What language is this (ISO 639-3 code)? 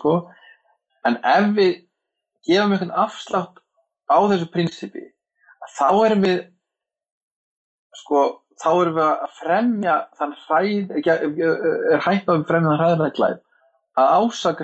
isl